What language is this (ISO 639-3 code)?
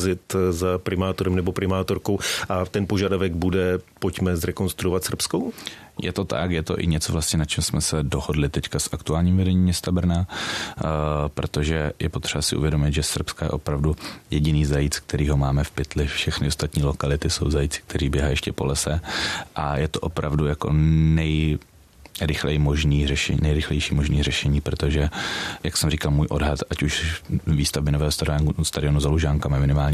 ces